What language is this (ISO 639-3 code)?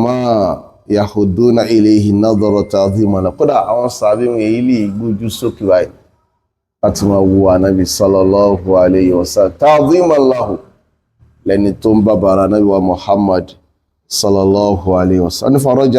yor